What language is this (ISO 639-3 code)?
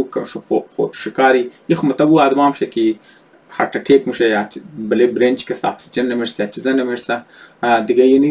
fas